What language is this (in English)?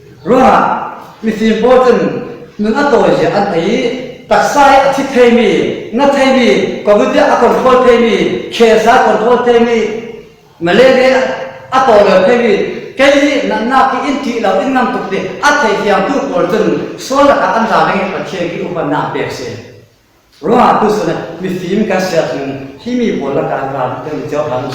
Falam Chin